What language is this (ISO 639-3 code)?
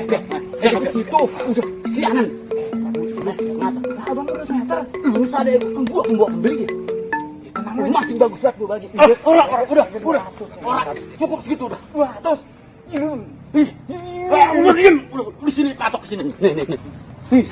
bew